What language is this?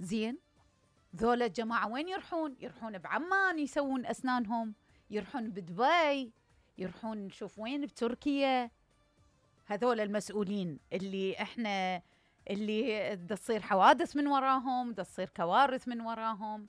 Mesopotamian Arabic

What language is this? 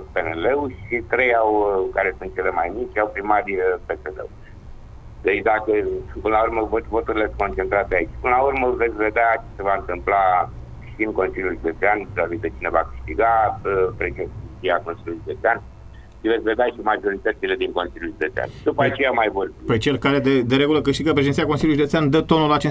Romanian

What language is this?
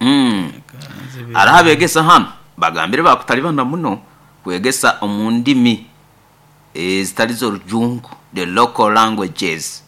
Nyoro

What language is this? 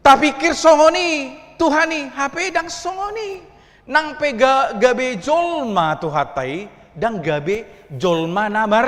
Batak Toba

